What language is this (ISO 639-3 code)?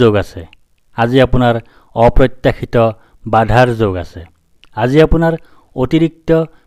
asm